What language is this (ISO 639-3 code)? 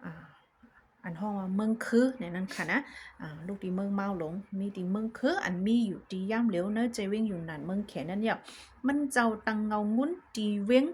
shn